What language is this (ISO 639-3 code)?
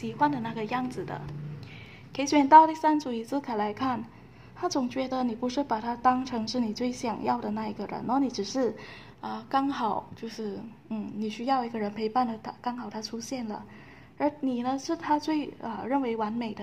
zho